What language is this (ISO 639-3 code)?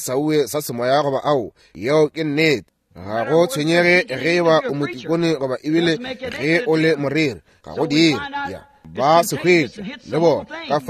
nso